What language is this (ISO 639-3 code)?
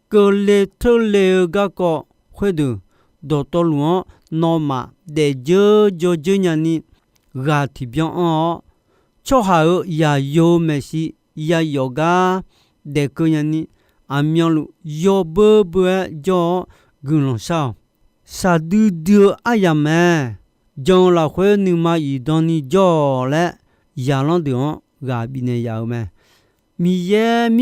ahk